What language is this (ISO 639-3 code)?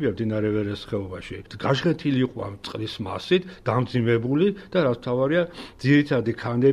kat